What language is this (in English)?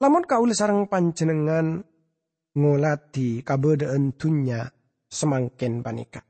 Madurese